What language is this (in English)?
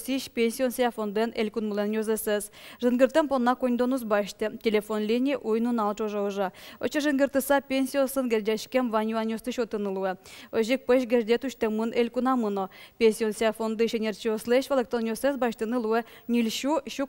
Udmurt